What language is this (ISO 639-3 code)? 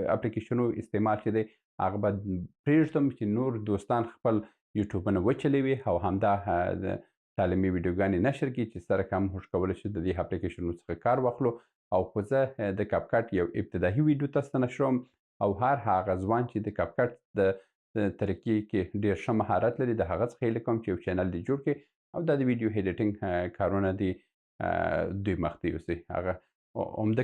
pus